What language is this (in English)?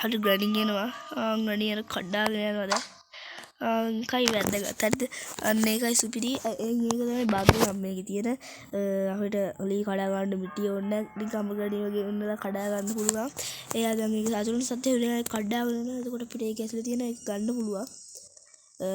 Sinhala